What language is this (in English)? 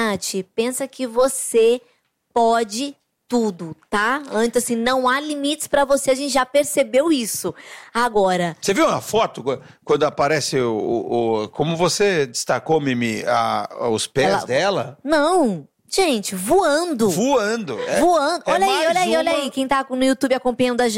Portuguese